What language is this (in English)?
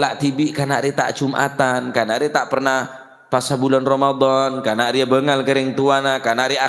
Madurese